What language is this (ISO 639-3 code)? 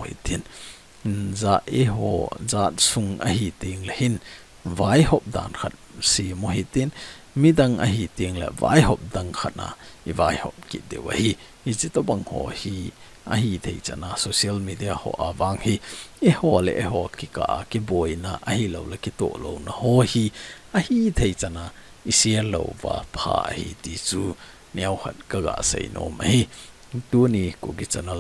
tcz